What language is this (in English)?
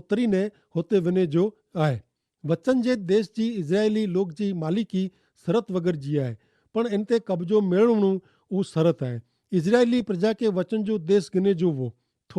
Kachhi